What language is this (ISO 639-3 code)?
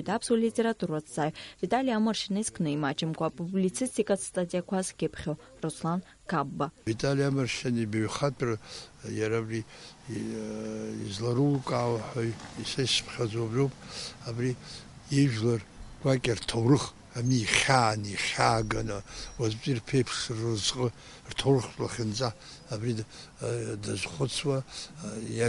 abk